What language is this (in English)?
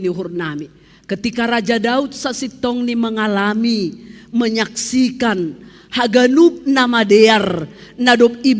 Batak Simalungun